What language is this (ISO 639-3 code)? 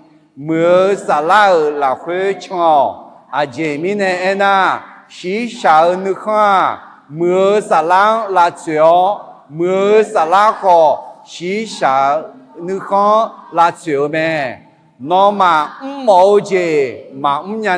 ahk